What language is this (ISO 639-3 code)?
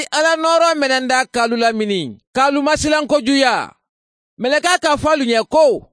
man